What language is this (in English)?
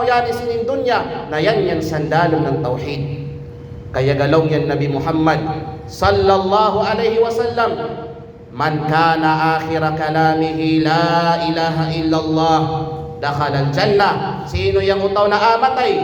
Kalagan